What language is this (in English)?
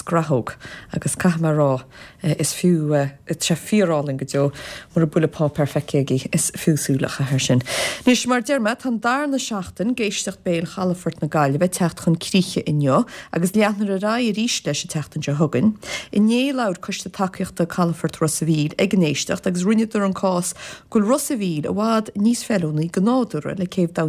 Irish